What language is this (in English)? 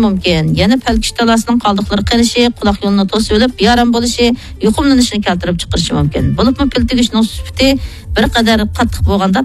Uyghur